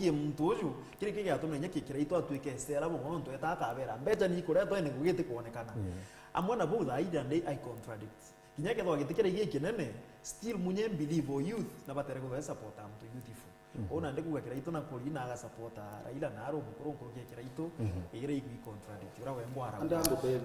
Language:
Meru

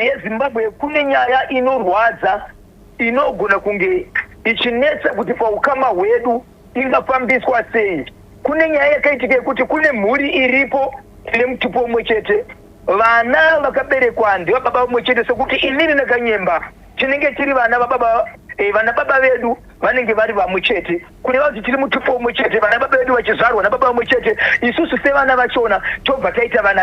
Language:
Shona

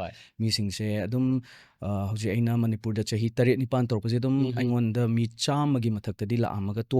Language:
Manipuri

